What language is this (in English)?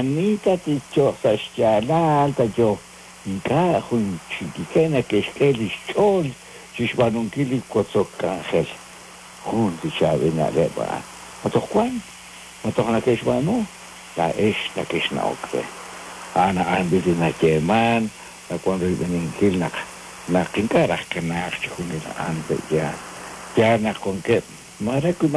Kekchí